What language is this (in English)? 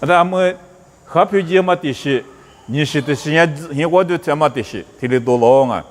Lisu